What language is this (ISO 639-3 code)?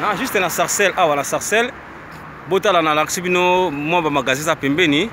lin